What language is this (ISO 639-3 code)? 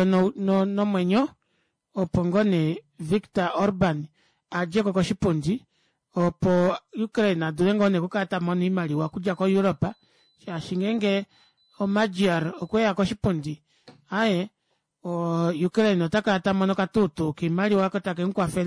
kua